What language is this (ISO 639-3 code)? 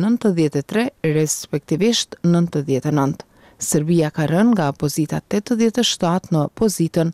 sqi